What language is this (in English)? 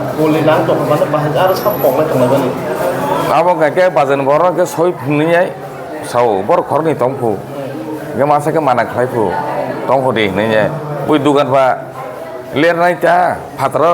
Kok Borok